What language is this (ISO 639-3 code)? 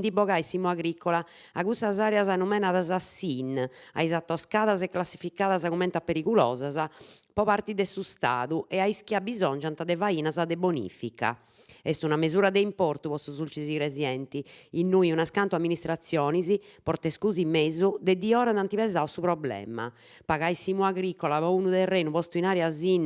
srd